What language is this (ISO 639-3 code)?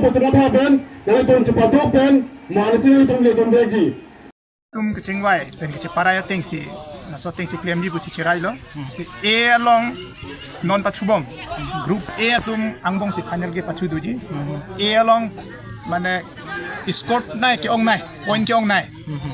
mjw